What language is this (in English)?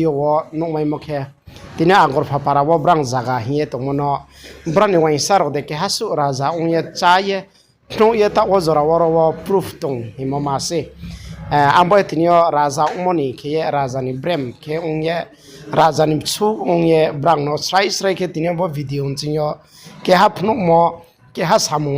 Riang (India)